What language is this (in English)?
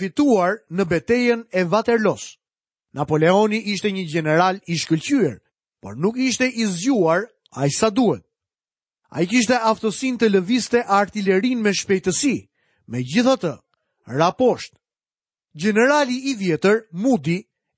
Albanian